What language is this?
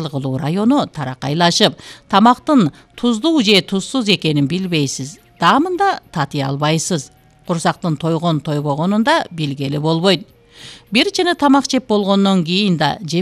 Kyrgyz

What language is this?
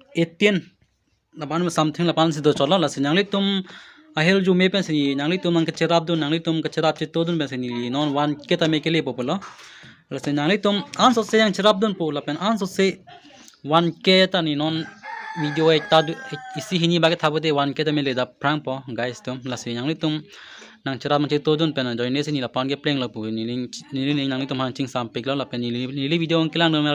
Karbi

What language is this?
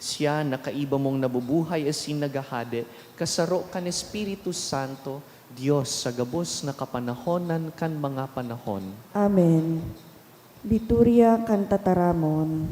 Bikol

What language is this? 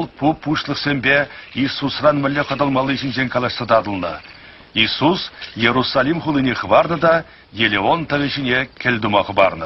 Chuvash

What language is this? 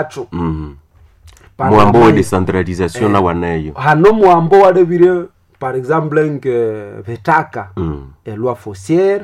Nande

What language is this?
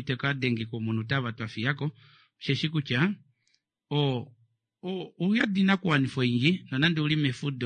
Kuanyama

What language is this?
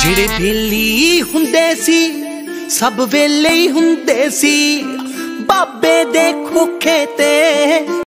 Punjabi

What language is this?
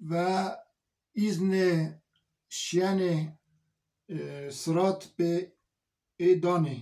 Zaza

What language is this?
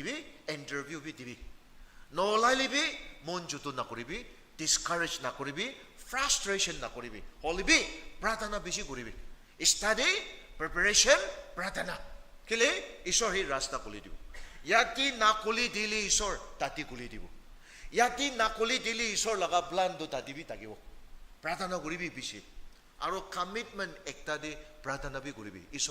Naga Pidgin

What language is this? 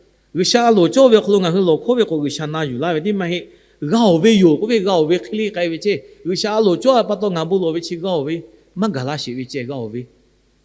Lahu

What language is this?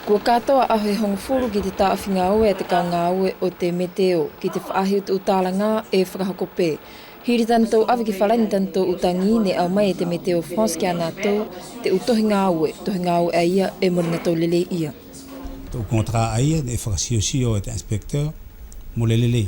Wallisian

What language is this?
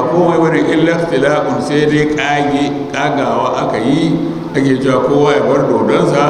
Hausa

